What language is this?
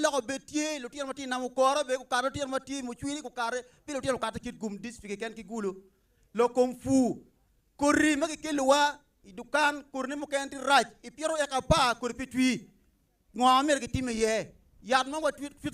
Acoli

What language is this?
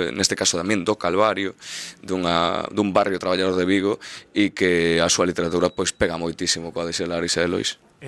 Galician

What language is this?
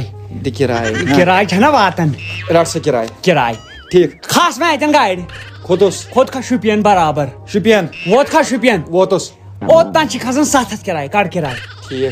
Kashmiri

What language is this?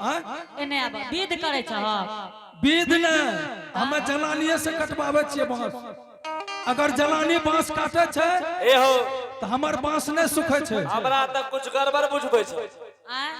Angika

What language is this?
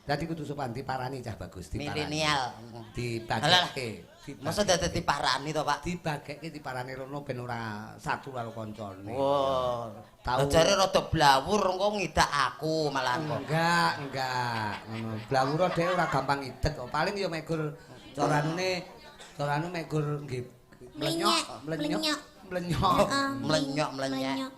Javanese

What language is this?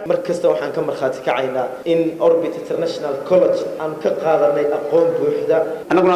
Somali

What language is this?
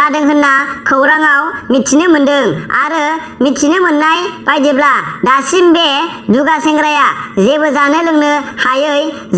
Bodo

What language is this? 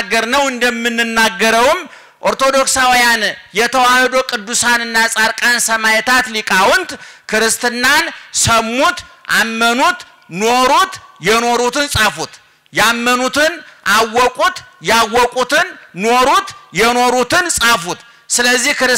Amharic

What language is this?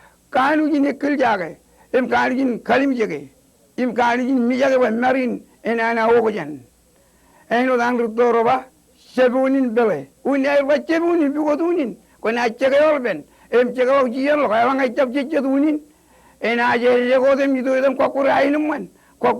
Marshallese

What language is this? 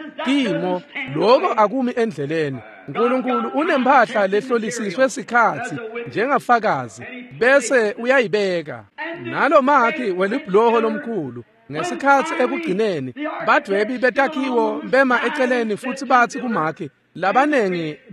Swati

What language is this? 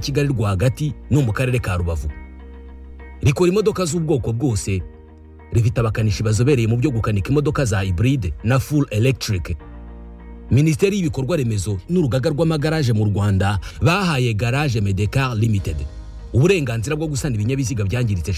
Kinyarwanda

